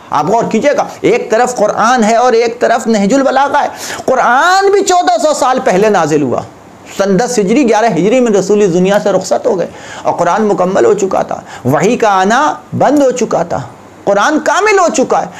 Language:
Urdu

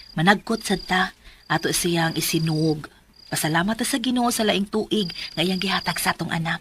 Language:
Cebuano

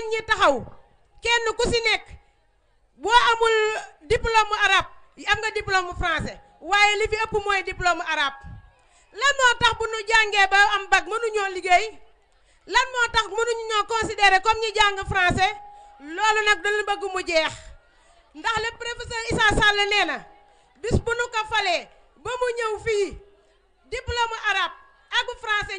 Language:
Wolof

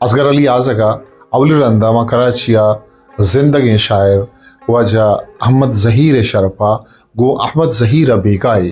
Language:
Eastern Balochi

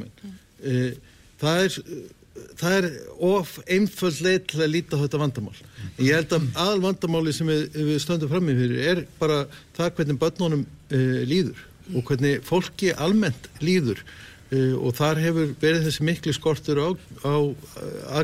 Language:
Icelandic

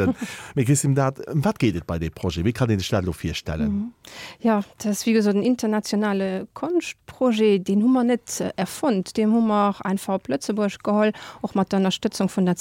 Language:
Luxembourgish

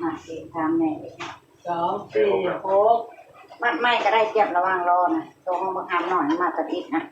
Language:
Northeastern Thai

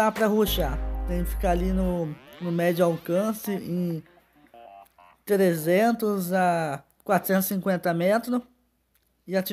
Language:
Portuguese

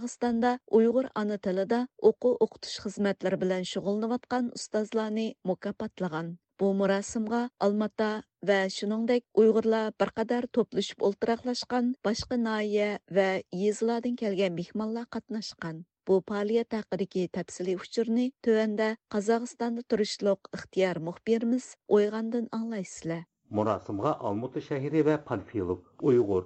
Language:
Uyghur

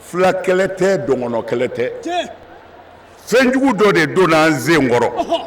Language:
Bambara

